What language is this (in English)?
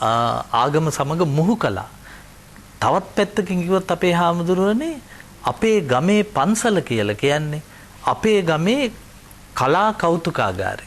Sinhala